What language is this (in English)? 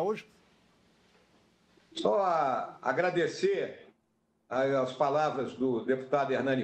Portuguese